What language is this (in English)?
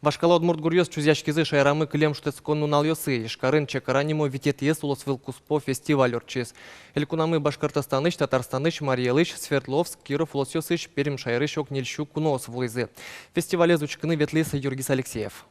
Udmurt